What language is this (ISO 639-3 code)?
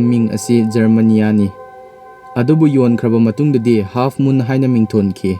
mni